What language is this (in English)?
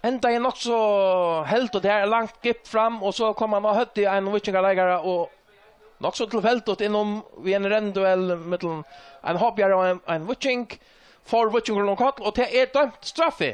Faroese